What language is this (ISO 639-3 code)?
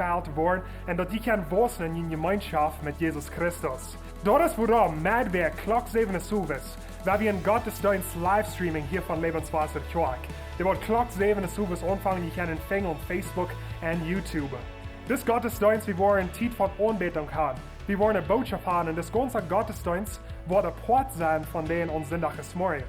pdt